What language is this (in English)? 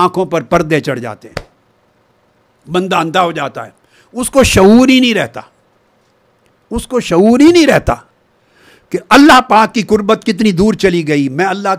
Urdu